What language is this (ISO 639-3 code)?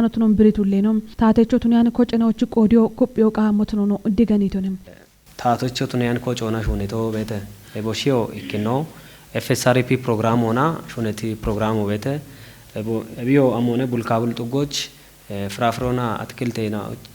kbr